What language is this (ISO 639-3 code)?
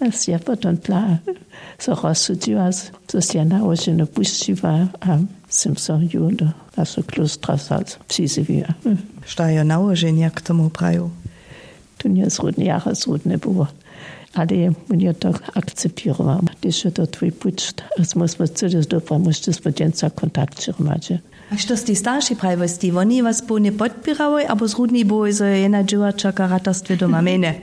hsb